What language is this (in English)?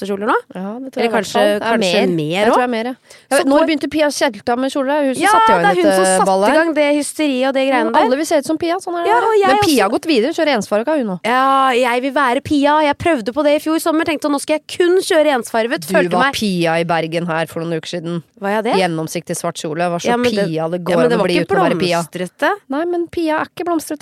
Norwegian